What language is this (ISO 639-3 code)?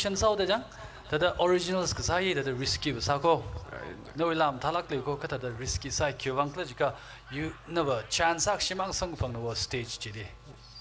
nmf